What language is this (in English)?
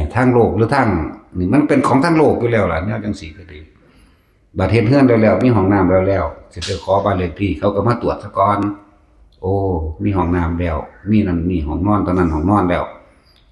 Northeastern Thai